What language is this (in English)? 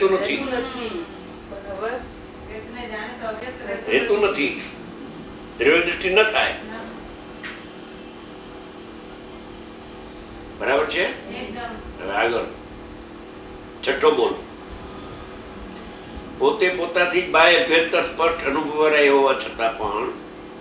Gujarati